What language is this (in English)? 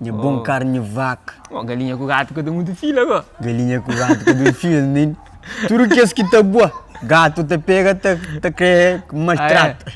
Kabuverdianu